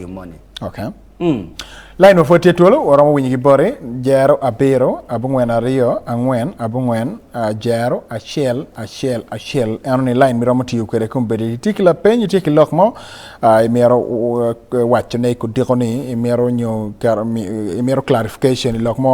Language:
Acoli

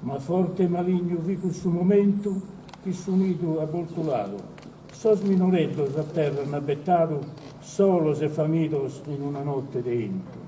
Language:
Sardinian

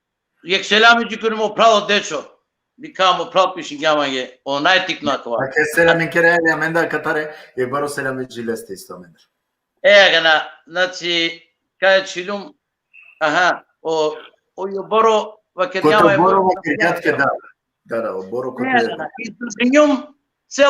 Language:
Balkan Romani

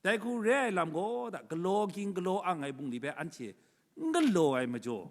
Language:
Kachin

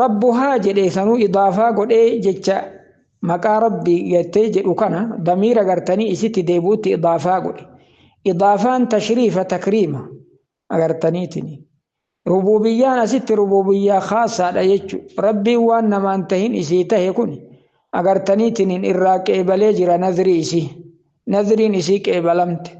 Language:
Oromo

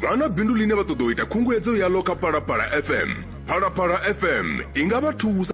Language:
Venda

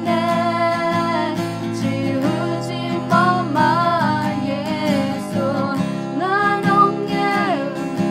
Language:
Akha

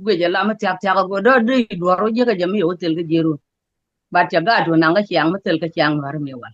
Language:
Nuer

